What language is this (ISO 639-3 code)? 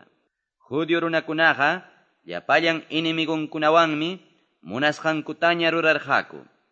que